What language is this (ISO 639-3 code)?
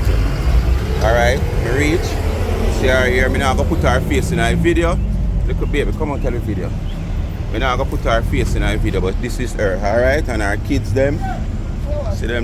jam